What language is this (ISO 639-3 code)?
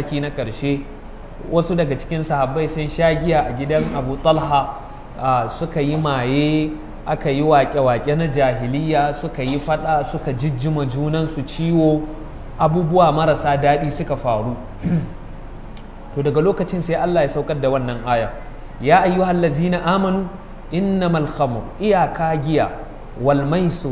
hau